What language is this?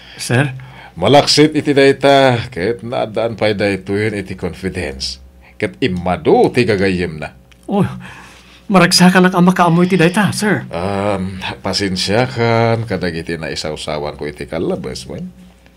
Iloko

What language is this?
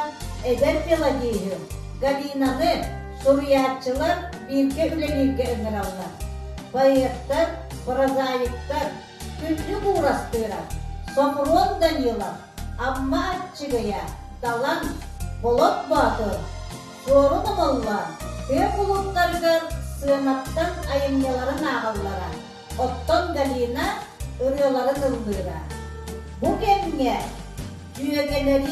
Yakut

